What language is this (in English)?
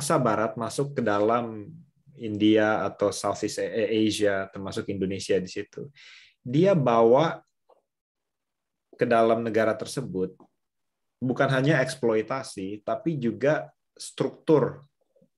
Indonesian